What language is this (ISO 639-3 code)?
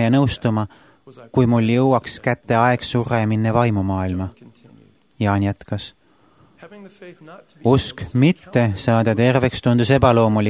est